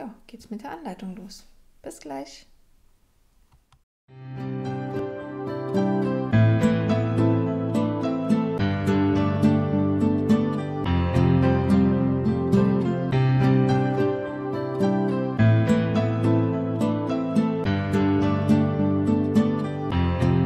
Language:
German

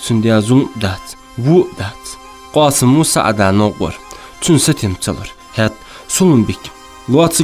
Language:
Ingush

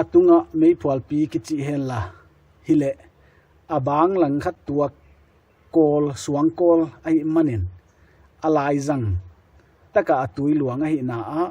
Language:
Paite Chin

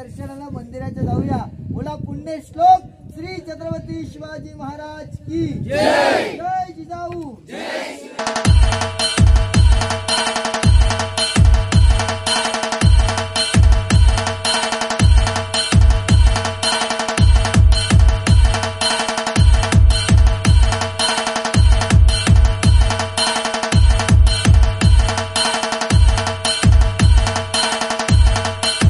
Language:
Marathi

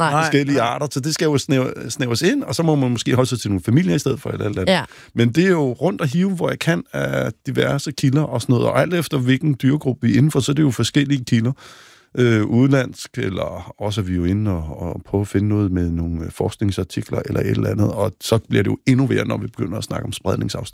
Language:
Danish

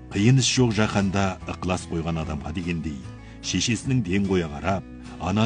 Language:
Kazakh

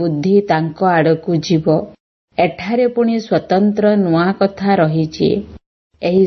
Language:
Odia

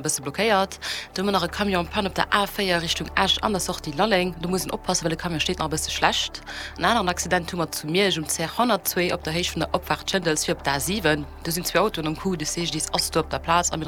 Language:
Luxembourgish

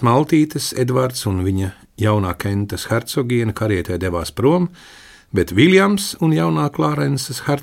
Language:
Latvian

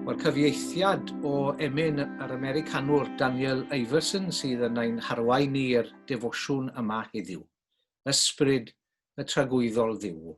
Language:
Welsh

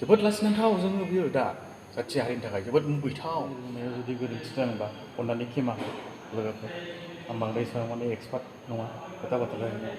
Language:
Bodo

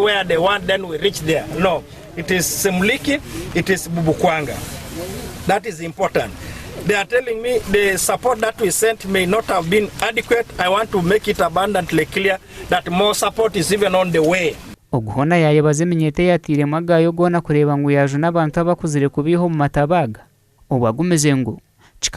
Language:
Nyankole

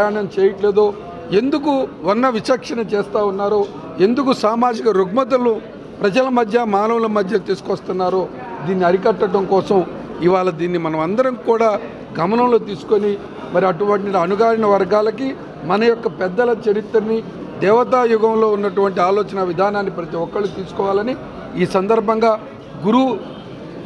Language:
Telugu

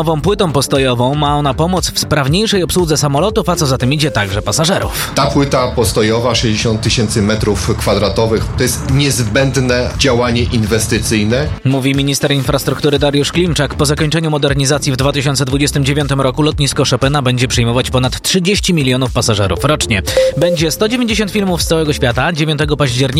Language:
Polish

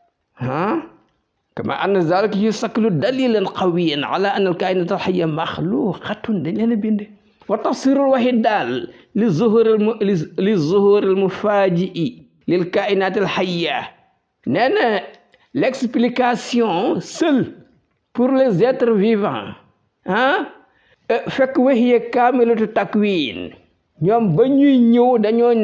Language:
Wolof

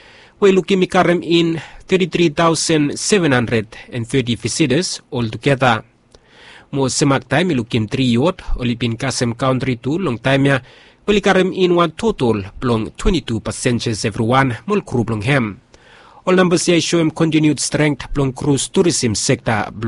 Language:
Bislama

